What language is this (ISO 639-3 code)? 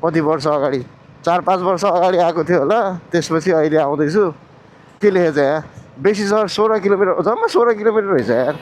nep